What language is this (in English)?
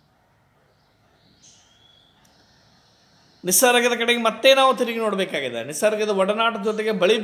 Kannada